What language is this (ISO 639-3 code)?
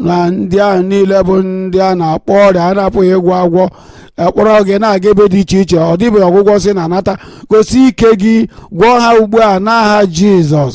ibo